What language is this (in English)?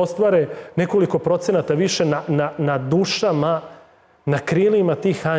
Serbian